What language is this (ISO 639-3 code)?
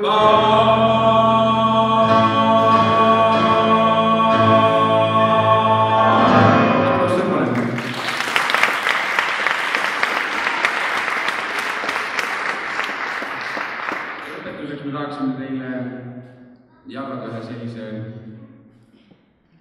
est